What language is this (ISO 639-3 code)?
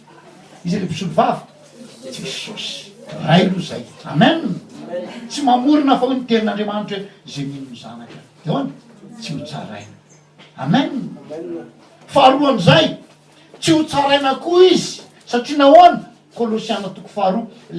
mlg